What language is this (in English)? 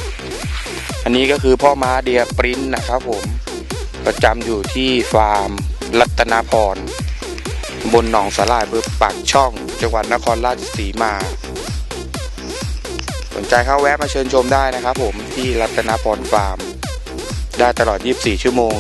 Thai